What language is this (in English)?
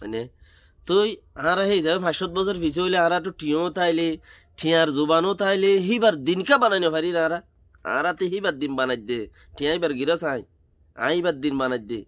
Rohingya